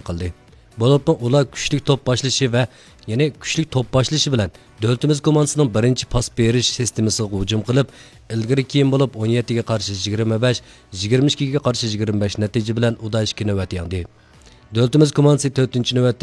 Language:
Uyghur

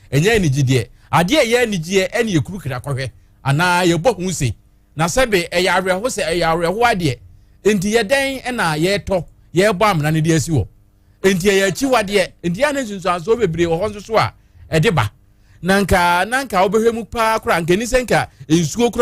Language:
Akan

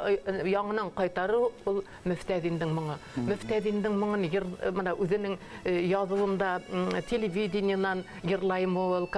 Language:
Bashkir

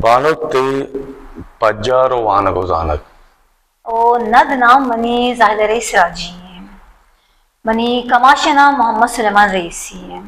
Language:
Baluchi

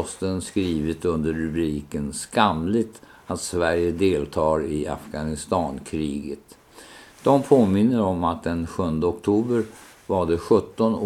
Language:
Swedish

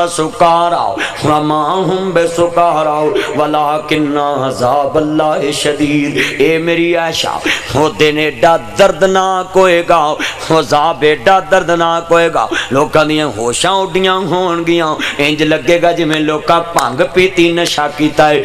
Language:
Western Panjabi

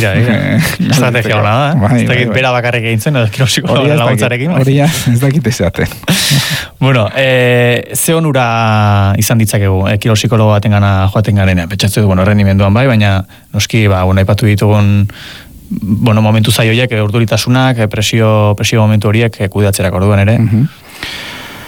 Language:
Basque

